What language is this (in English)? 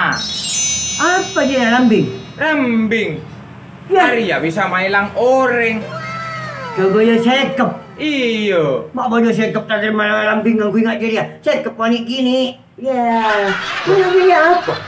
Madurese